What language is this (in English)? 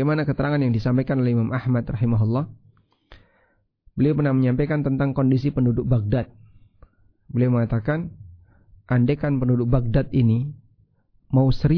Indonesian